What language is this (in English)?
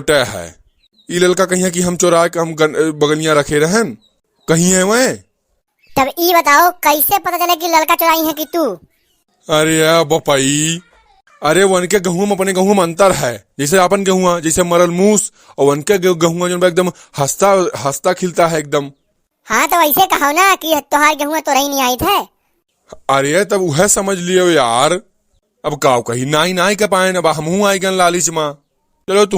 Awadhi